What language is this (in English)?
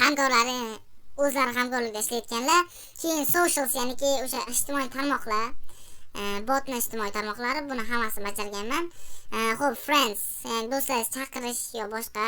Uzbek